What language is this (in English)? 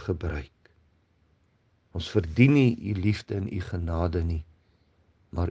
Afrikaans